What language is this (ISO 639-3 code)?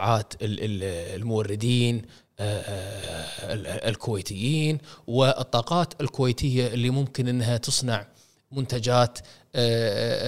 afb